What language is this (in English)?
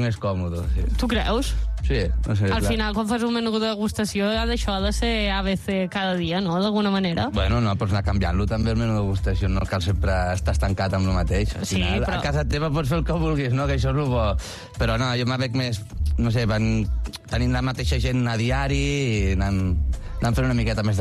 Catalan